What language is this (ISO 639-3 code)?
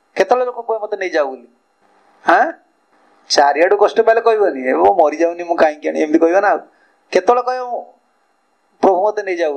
ori